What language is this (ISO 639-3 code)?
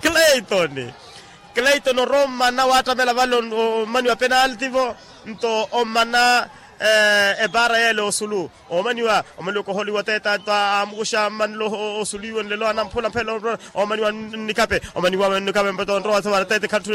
vmw